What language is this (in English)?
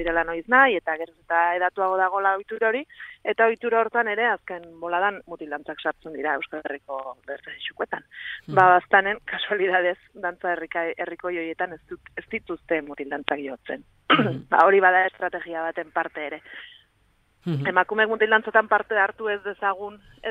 Basque